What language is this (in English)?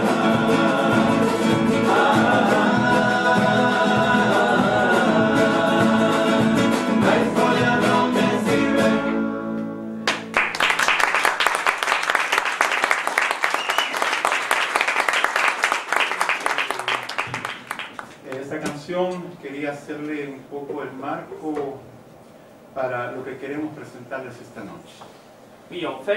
Spanish